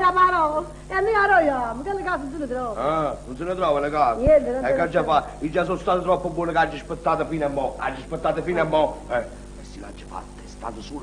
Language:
Neapolitan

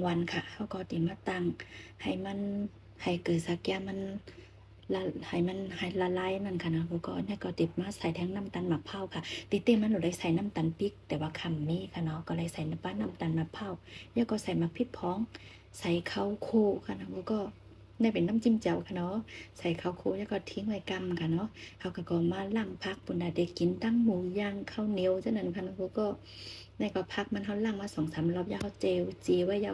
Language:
Shan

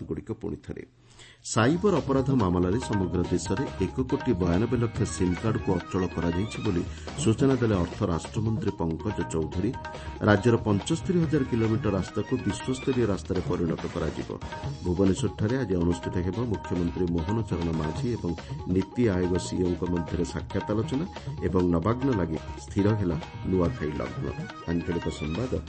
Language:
Odia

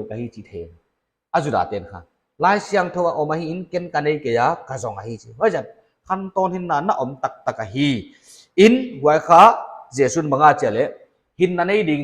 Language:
Paite Chin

